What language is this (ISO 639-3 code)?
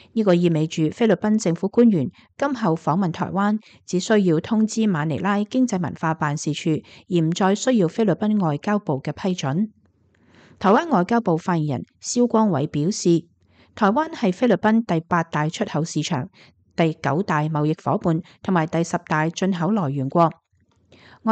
yue